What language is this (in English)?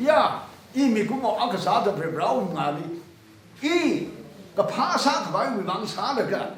Tangkhul Naga (India)